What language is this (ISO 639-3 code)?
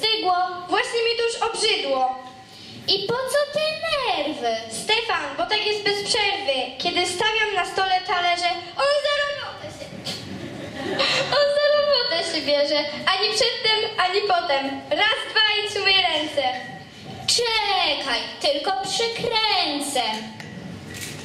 pol